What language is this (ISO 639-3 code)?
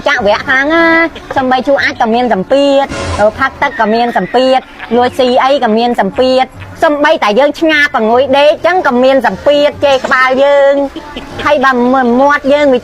khm